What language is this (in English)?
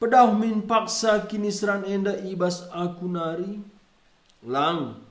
Batak Karo